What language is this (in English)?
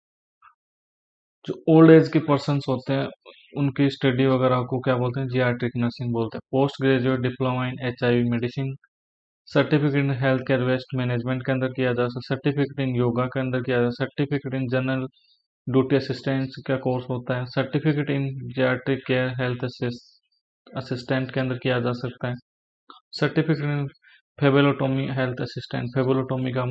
Hindi